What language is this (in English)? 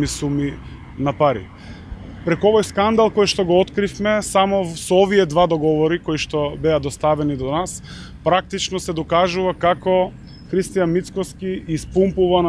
Macedonian